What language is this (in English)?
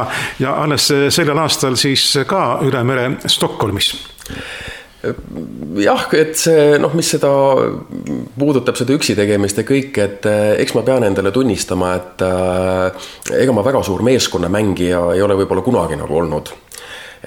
Estonian